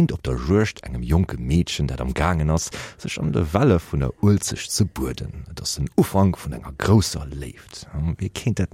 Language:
Luxembourgish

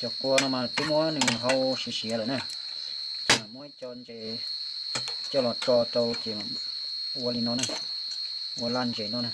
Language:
Hmong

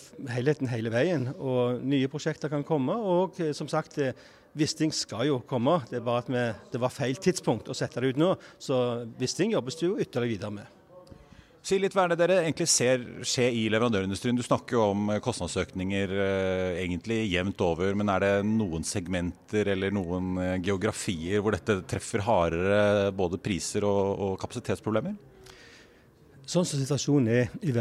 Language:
Norwegian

